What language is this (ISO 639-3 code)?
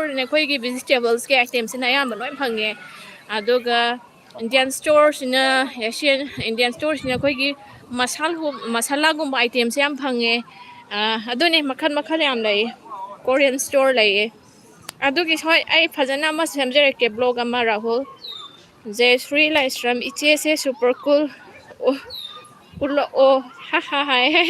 mni